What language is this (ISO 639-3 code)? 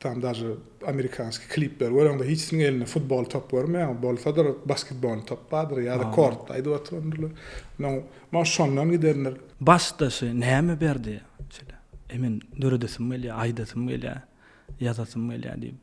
tuk